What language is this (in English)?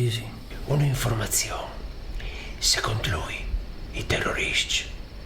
Friulian